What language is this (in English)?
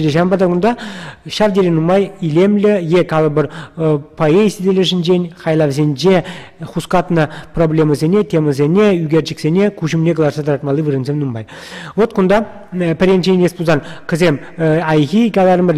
Chuvash